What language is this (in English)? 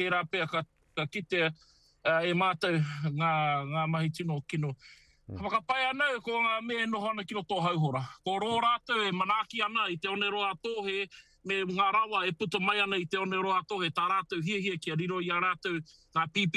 Māori